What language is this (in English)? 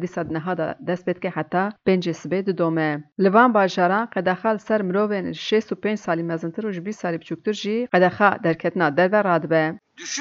Kurdish